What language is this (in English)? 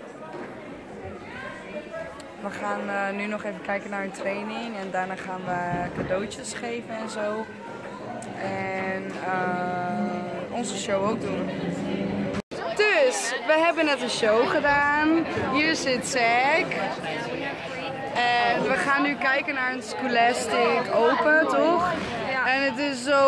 Dutch